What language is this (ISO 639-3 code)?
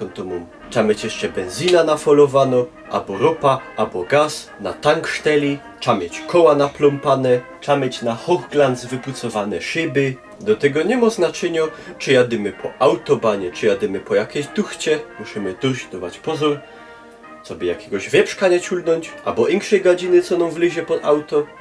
szl